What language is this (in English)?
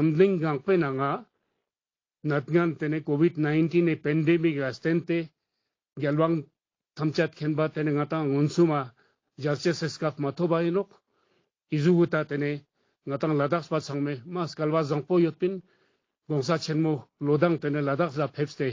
Ladakhi